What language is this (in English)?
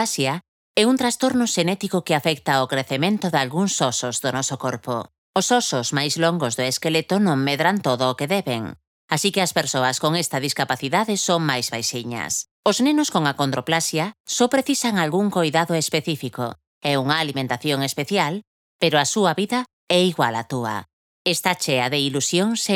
Galician